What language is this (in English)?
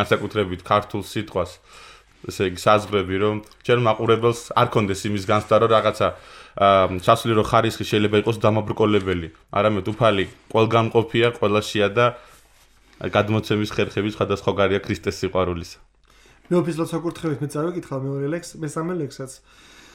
Georgian